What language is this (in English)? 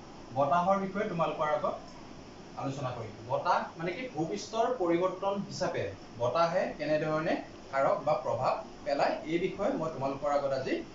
Assamese